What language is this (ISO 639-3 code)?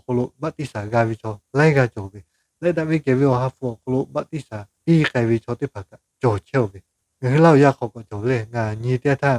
lhu